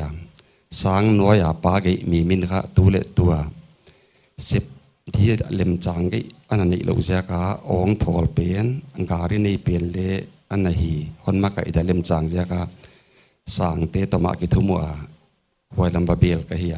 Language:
Paite Chin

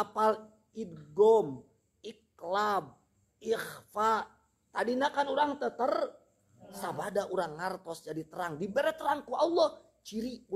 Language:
Sundanese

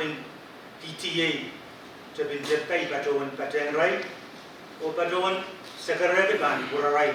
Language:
Pohnpeian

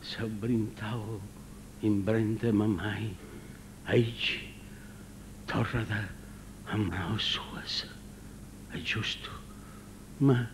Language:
Sardinian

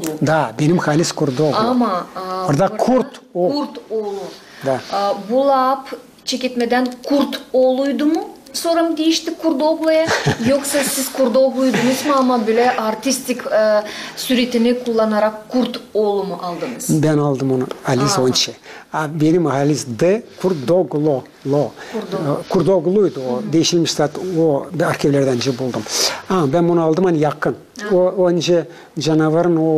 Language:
Gagauz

